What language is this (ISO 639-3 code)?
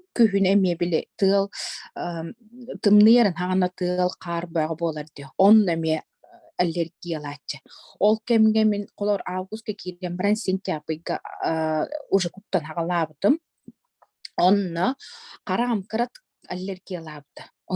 sah